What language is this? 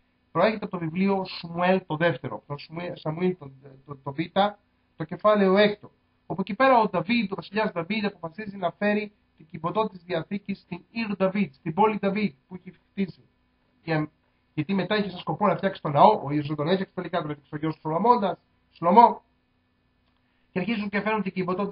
Greek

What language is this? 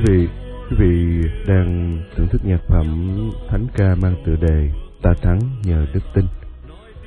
Vietnamese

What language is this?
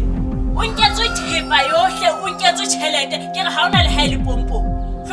Southern Sotho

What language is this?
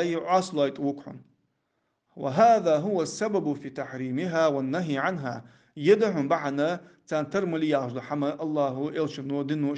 Ingush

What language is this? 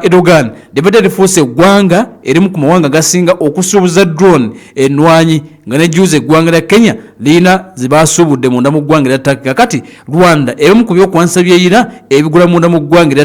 Ganda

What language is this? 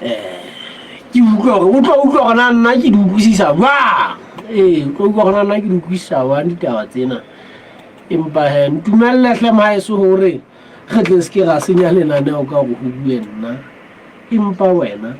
Southern Sotho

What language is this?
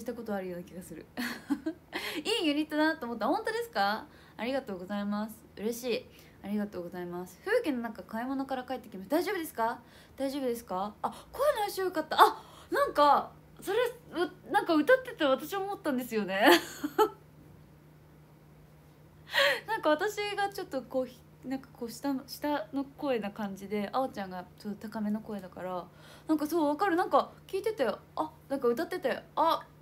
Japanese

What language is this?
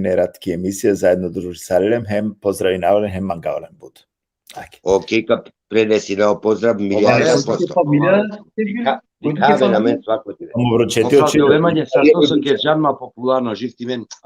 Balkan Romani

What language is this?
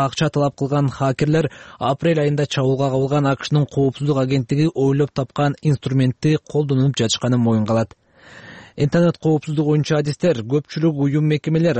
Kyrgyz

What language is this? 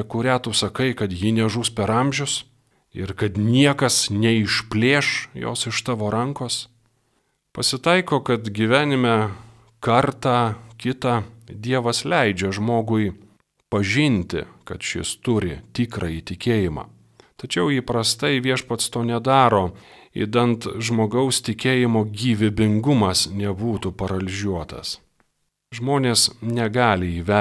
Lithuanian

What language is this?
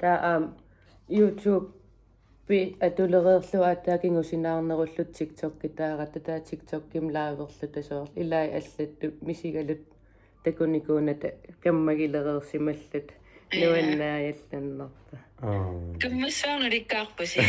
Kalaallisut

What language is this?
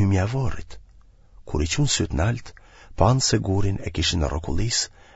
Albanian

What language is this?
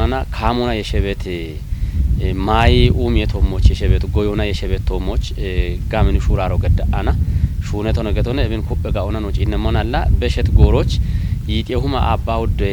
Kafa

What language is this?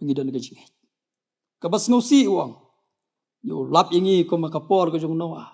Khasi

